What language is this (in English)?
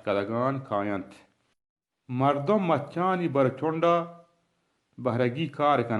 Baluchi